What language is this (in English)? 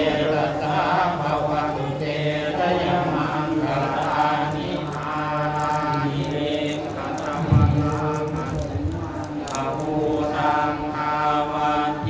Pali